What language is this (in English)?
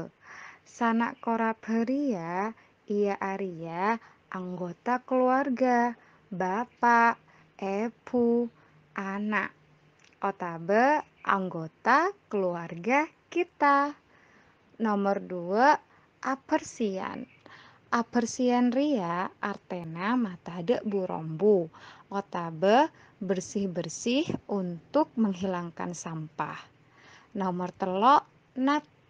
Madurese